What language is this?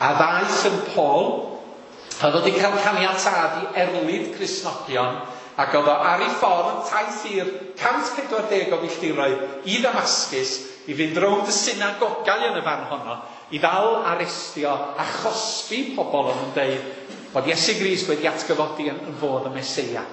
Welsh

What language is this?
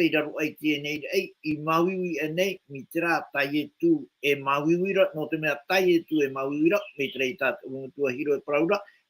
Tahitian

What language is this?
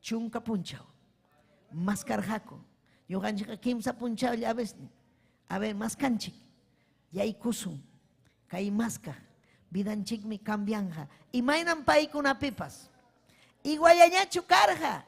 Ayacucho Quechua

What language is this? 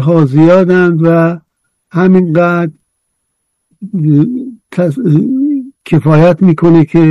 Persian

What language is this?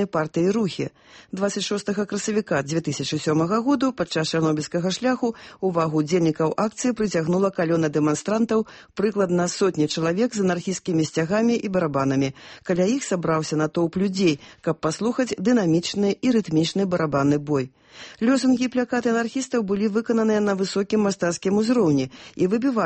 Belarusian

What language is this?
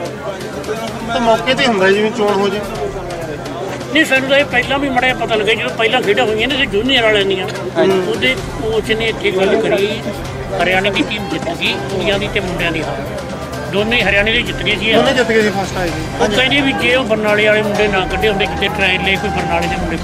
Punjabi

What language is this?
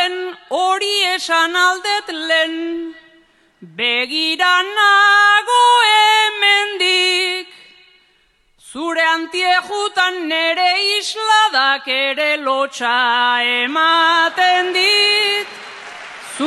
Basque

